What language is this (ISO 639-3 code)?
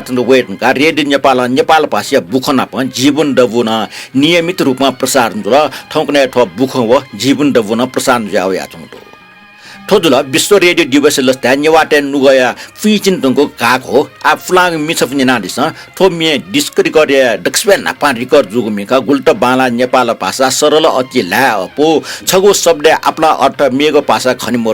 new